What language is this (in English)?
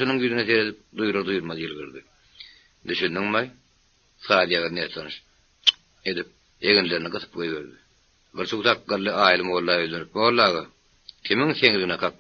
Turkmen